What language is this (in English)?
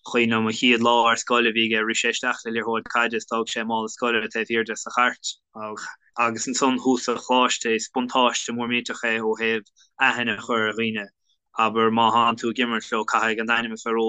Irish